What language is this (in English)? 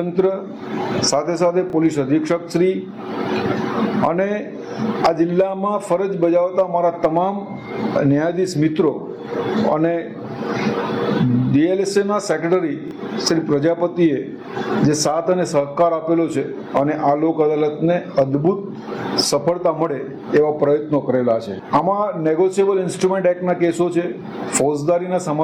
Gujarati